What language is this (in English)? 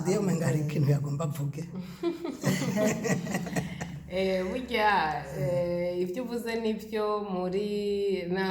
Rundi